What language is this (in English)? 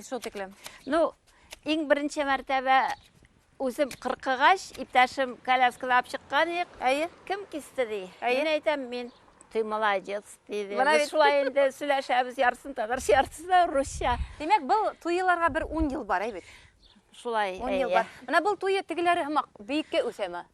Bashkir